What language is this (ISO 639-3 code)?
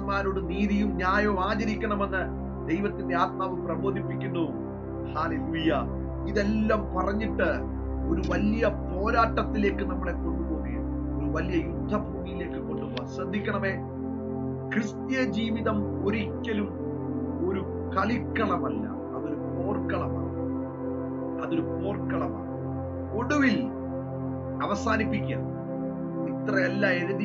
mal